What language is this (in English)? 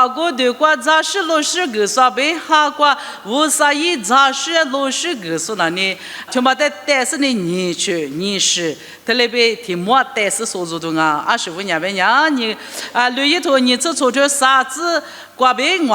Lisu